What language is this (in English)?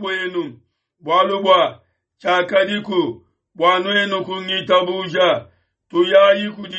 Luba-Lulua